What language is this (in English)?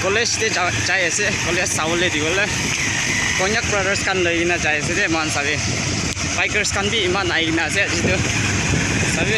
Naga Pidgin